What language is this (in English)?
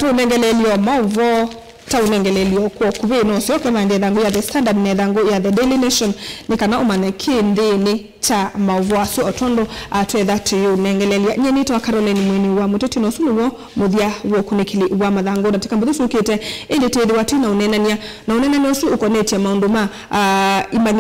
Kamba